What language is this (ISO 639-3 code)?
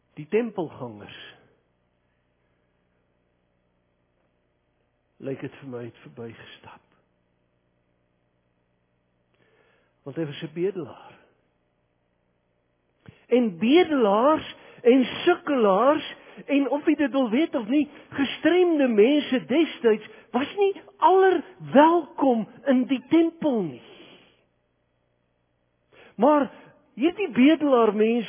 afr